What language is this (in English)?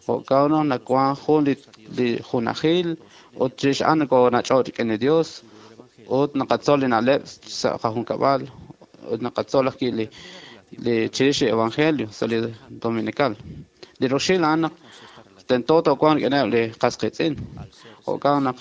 Kekchí